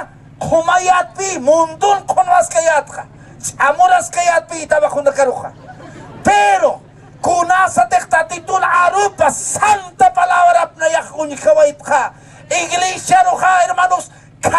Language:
Aymara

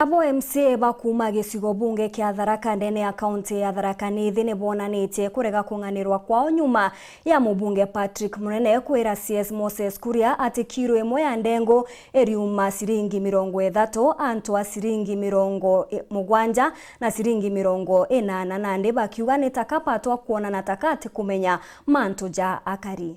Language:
Meru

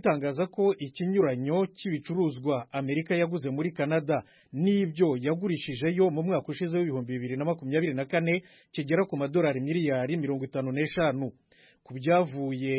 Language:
Kinyarwanda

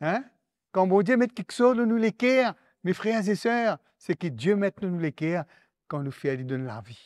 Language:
Morisyen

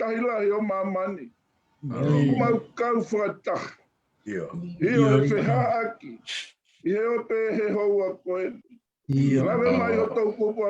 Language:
Tongan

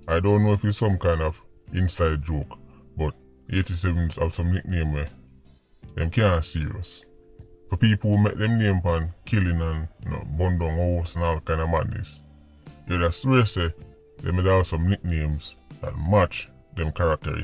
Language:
Jamaican Creole English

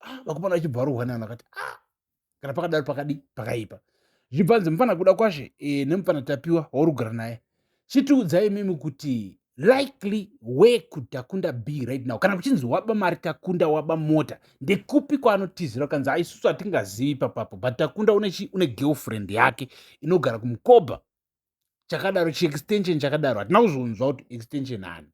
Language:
Shona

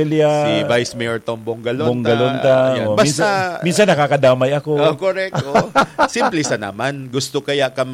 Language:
Bikol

